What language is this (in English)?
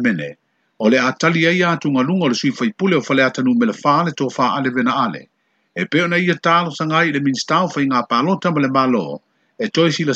Samoan